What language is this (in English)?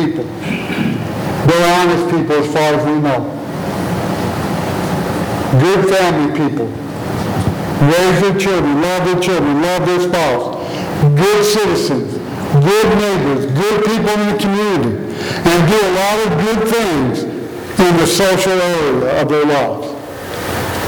English